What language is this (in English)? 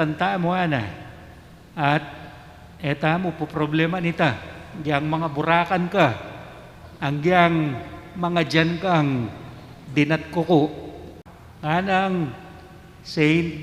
Pampanga